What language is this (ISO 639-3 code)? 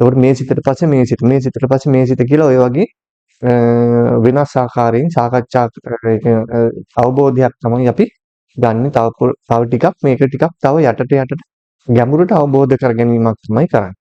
sin